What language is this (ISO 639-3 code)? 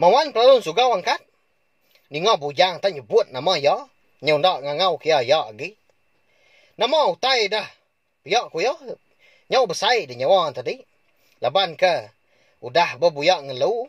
iba